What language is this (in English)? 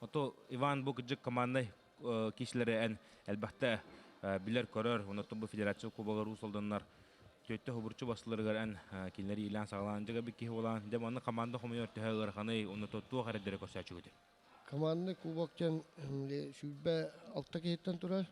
Yakut